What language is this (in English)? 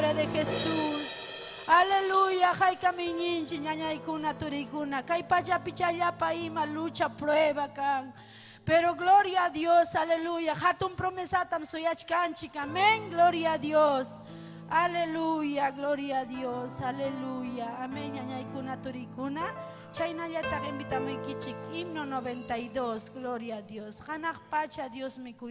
Ayacucho Quechua